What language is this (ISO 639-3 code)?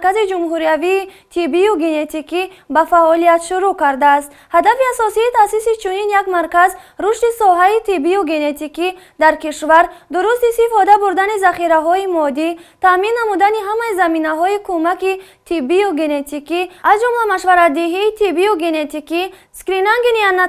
tgk